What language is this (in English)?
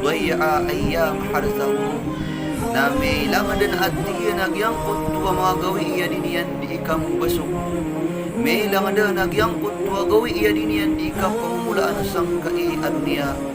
Maranao